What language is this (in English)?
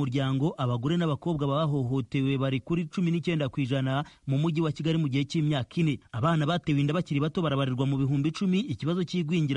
Kinyarwanda